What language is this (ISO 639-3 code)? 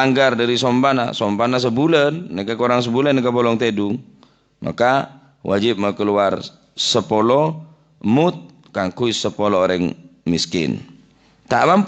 mad